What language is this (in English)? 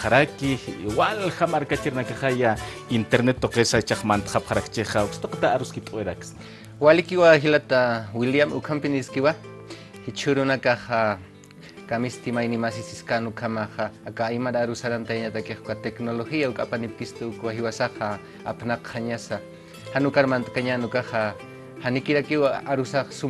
Aymara